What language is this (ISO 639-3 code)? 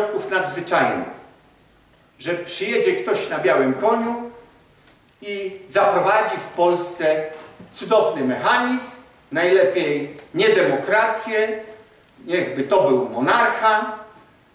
pol